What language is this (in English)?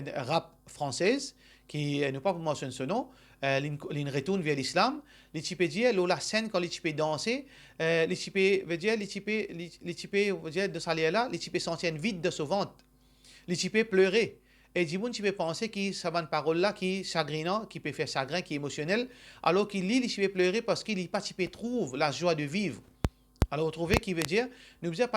Morisyen